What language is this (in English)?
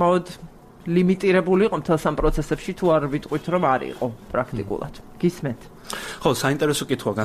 Georgian